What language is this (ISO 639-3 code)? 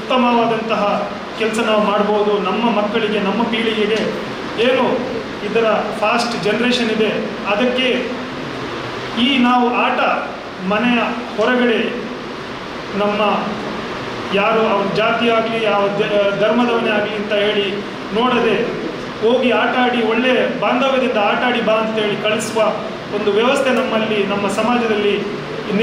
kan